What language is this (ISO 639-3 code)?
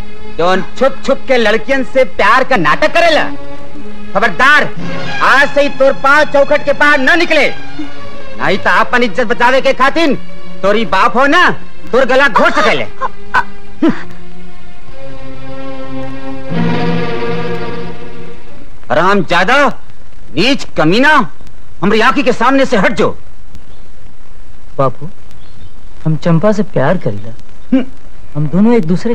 bho